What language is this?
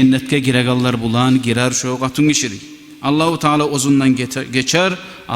Kumyk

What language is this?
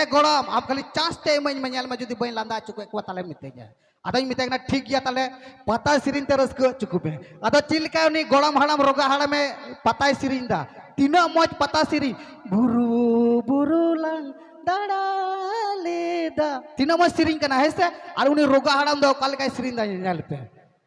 Santali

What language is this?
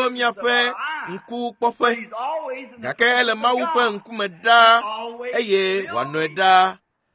Ewe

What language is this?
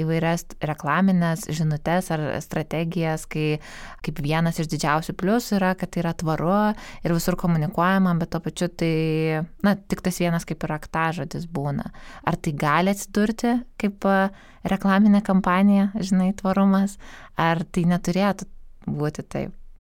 Lithuanian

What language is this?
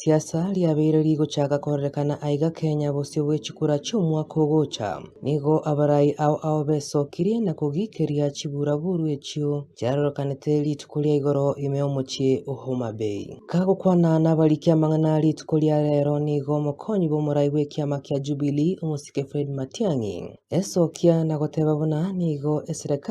Gusii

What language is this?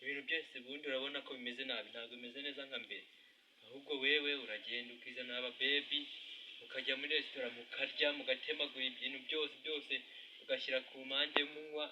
Kinyarwanda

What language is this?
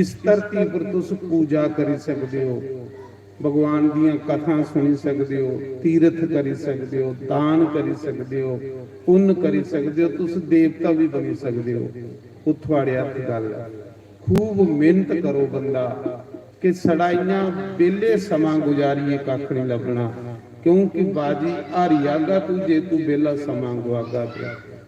Dogri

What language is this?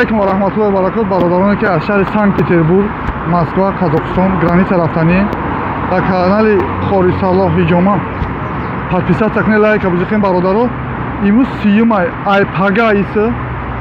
Tajik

